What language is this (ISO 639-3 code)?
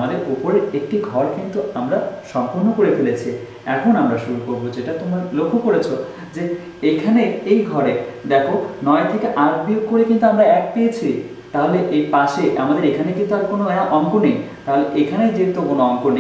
ben